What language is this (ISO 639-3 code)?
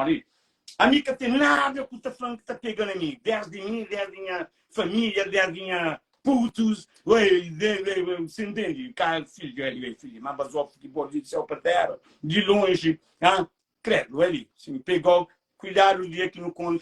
kea